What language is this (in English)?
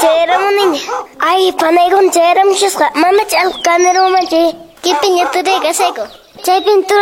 Quechua